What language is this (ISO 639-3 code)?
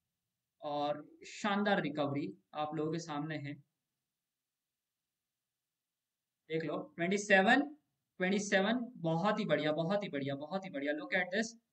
hin